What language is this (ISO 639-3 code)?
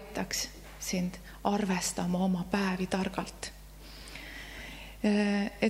est